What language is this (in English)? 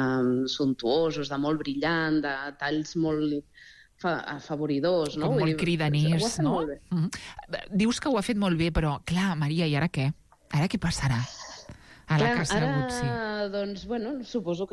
Catalan